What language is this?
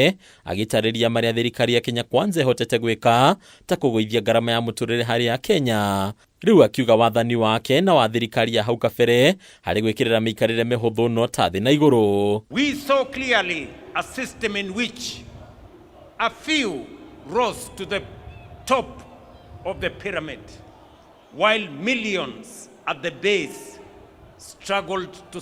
Kikuyu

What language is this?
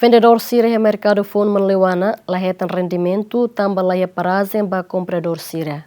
Tetum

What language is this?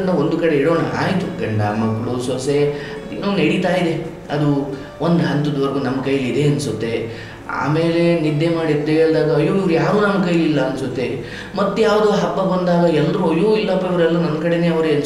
Kannada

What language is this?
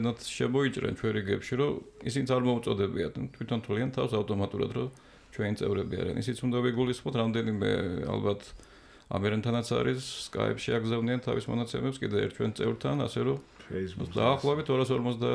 Georgian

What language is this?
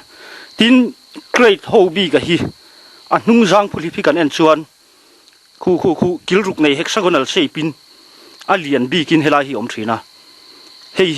Mizo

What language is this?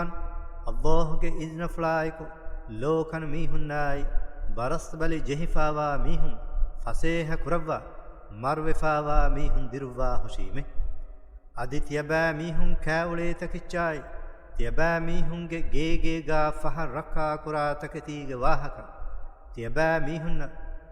Divehi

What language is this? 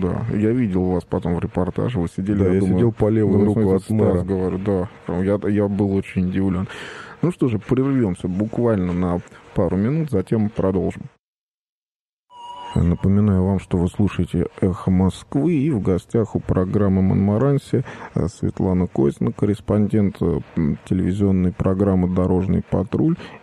Russian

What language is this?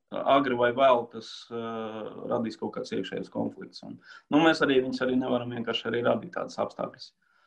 Latvian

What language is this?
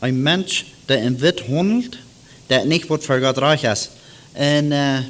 Plautdietsch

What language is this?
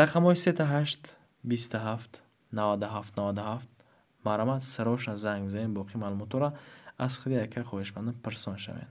Tajik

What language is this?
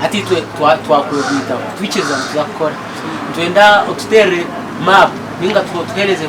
Nyankole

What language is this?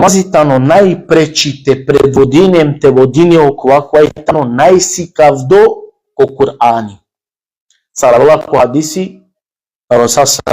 Balkan Romani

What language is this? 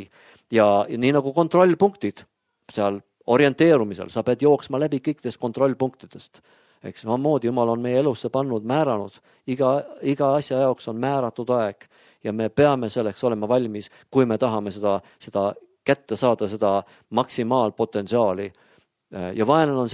Estonian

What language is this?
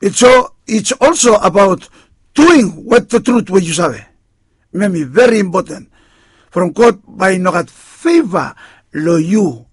Bislama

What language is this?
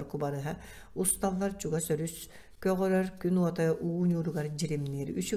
Yakut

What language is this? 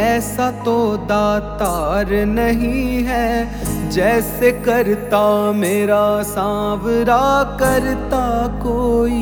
Haryanvi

